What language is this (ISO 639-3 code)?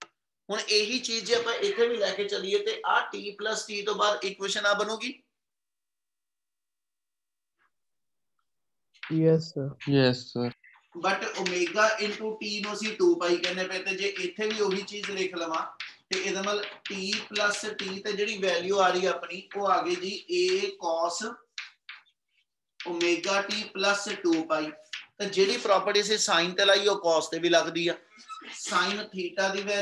pan